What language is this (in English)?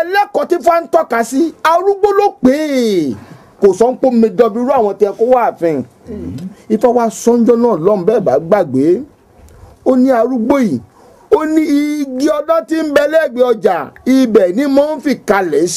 Yoruba